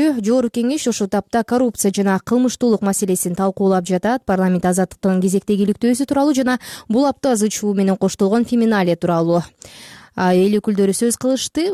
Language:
Kyrgyz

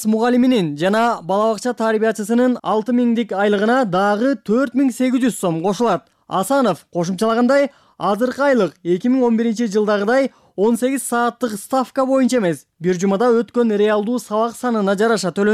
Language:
Kyrgyz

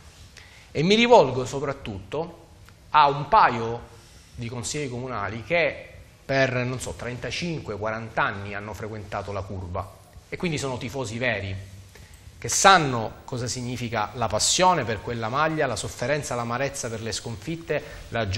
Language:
Italian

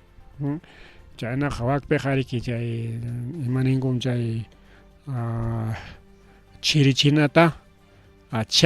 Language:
Ayacucho Quechua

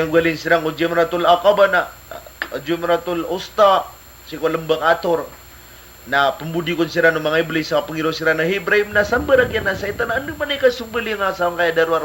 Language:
Maranao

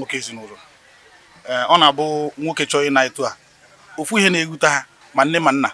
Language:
Igbo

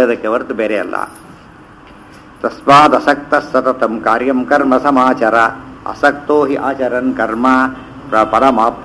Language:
Kannada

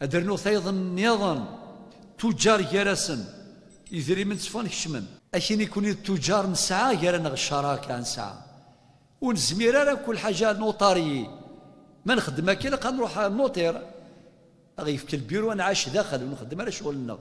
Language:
Kabyle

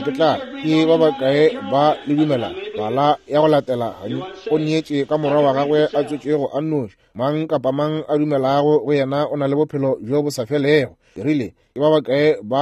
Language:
Northern Sotho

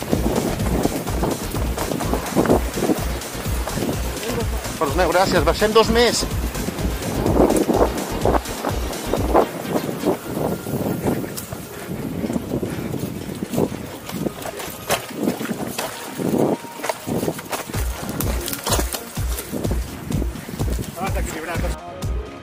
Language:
Catalan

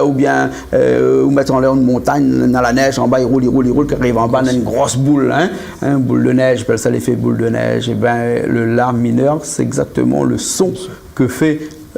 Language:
Réunion Creole French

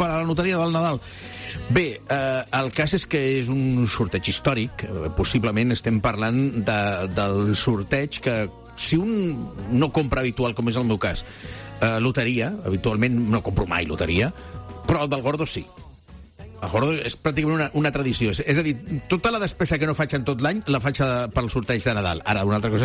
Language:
Catalan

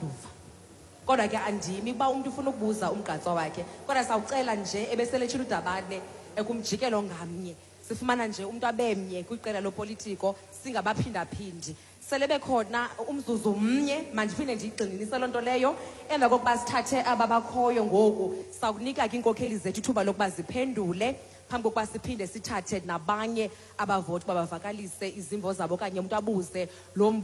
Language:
Xhosa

